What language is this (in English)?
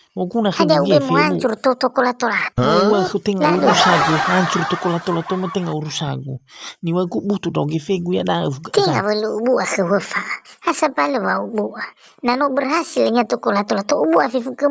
Nias